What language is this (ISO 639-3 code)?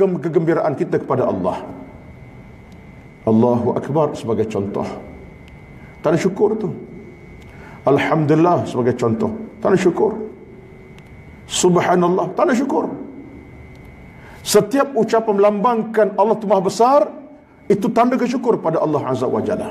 msa